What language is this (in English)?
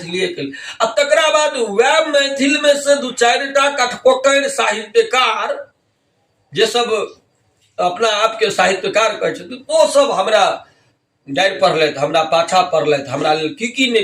Maithili